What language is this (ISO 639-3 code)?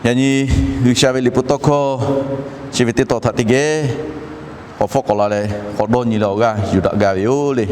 lhu